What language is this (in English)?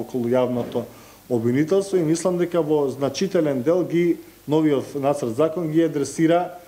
Macedonian